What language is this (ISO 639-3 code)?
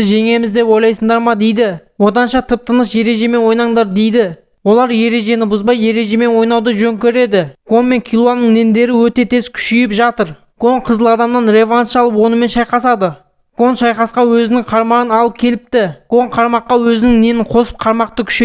kaz